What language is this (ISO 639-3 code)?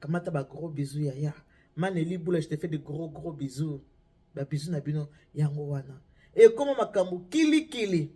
lin